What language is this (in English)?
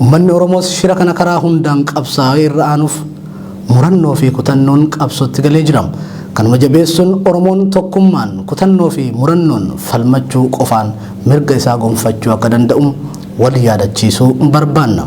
Oromo